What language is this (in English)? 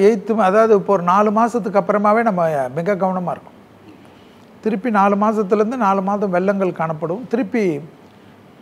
Tamil